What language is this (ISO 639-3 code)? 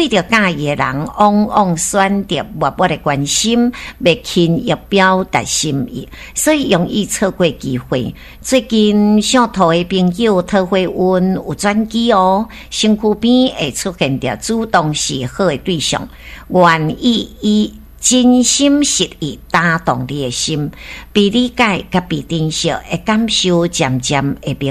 nan